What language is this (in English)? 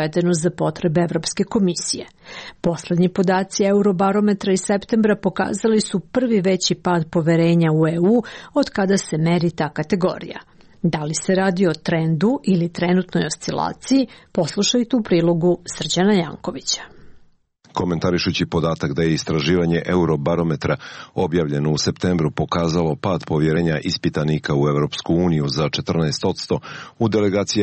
Serbian